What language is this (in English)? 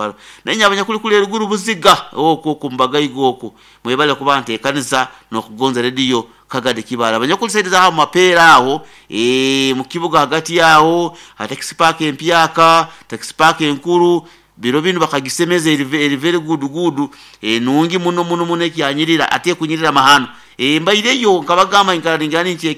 Nyoro